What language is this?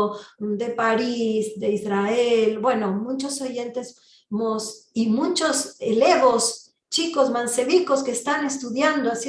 Ladino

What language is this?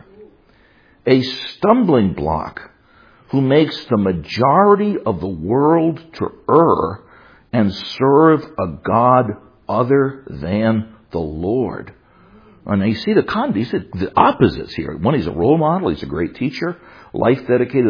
English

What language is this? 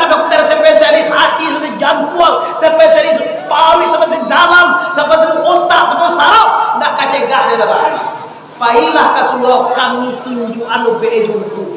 Minangkabau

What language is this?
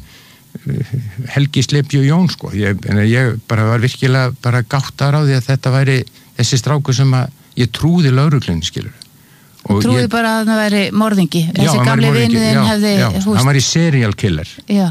Icelandic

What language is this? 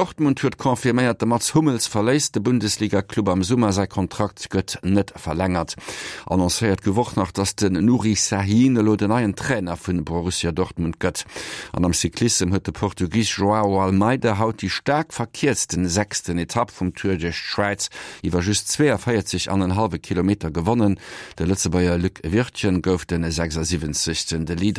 Luxembourgish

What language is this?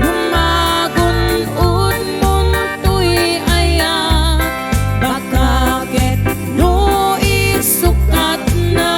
Iloko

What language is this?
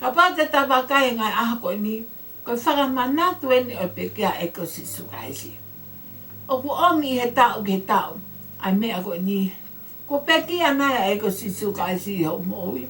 Tongan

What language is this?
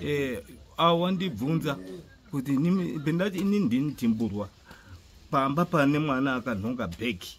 Shona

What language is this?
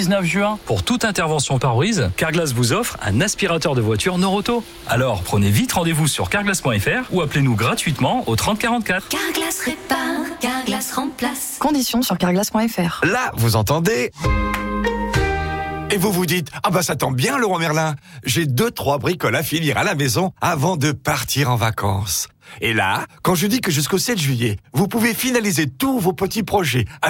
French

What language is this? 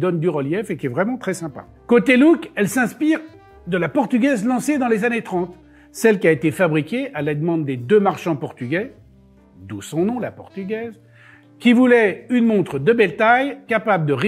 French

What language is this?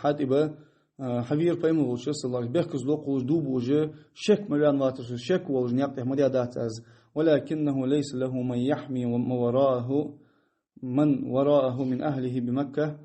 Ingush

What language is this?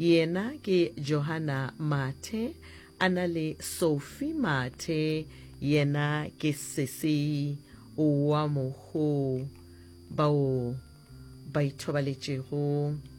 Northern Sotho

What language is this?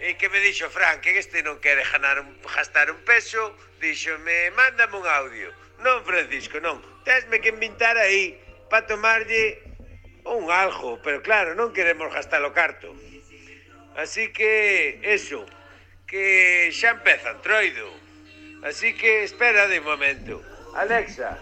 Galician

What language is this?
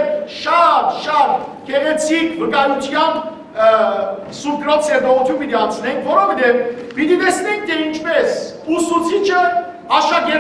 Western Armenian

